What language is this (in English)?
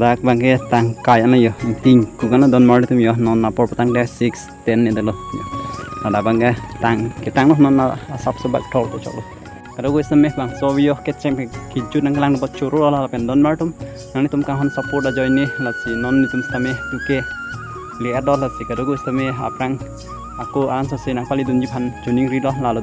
Karbi